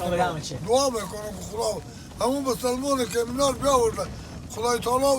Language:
Persian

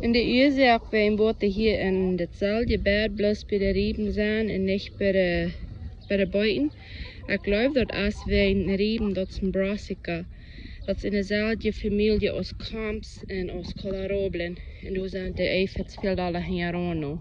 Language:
Plautdietsch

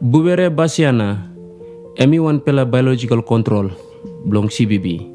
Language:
Tok Pisin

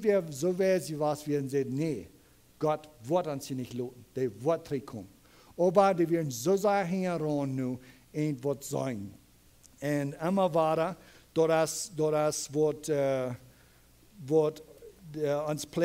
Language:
Plautdietsch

